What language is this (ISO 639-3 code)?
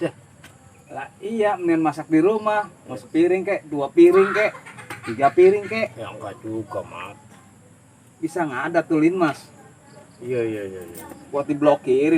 bew